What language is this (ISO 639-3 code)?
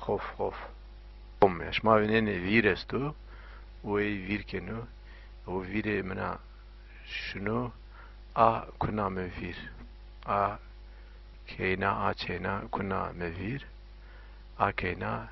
zza